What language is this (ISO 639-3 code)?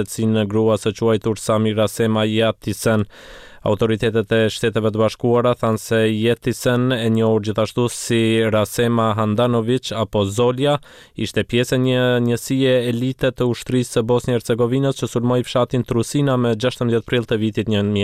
sqi